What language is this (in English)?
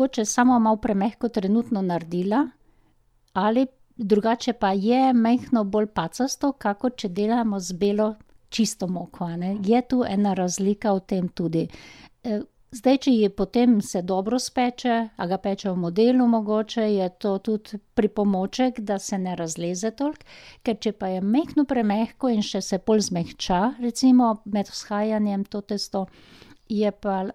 Slovenian